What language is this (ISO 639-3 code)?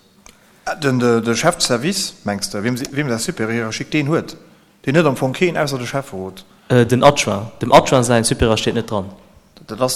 ltz